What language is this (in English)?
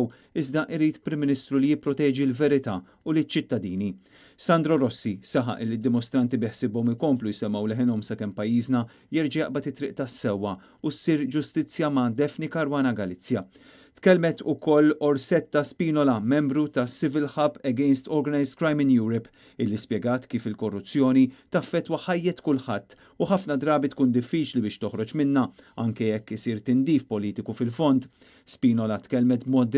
Maltese